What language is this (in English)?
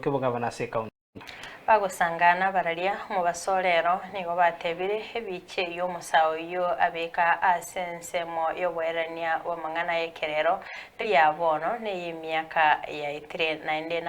Gusii